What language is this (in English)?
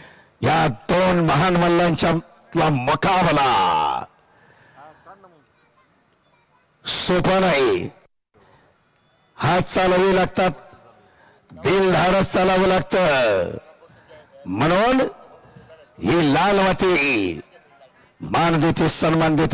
Marathi